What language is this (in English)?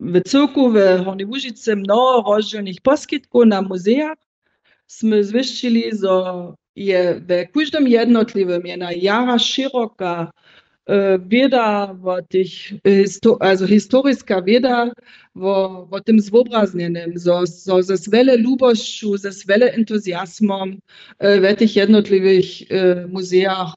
Upper Sorbian